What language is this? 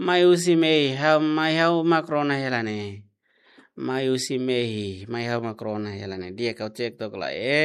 Tetum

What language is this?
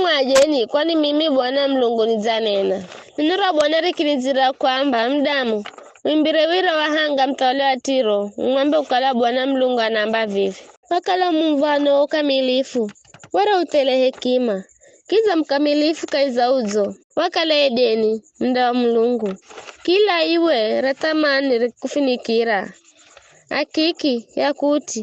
Giryama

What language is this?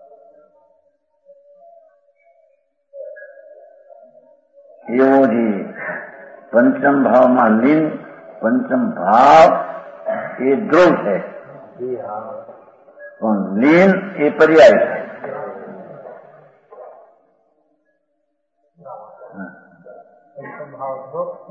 Gujarati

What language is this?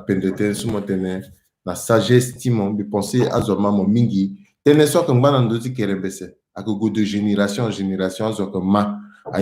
Sango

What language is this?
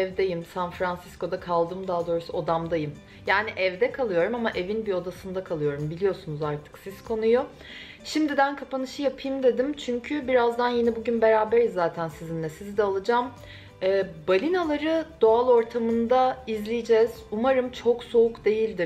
Turkish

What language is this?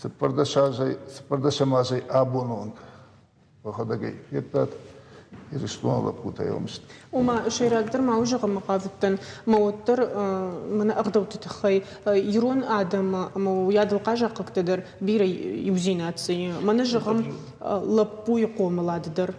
Ossetic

